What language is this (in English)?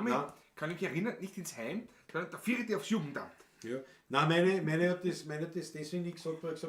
Bavarian